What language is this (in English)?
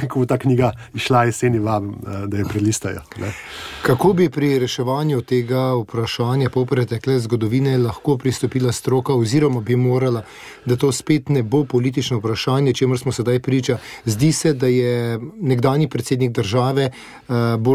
Slovenian